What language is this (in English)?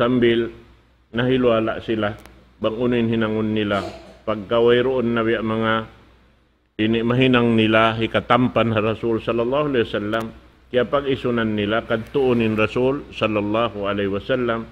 Tausug